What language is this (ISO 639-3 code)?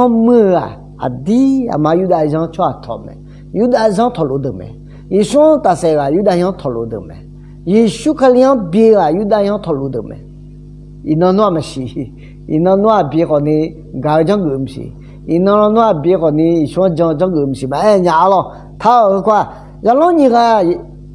ahk